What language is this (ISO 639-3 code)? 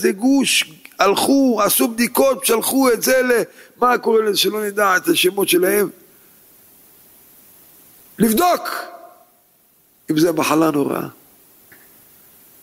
heb